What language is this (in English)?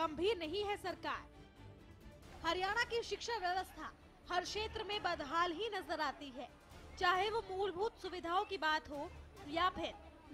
Hindi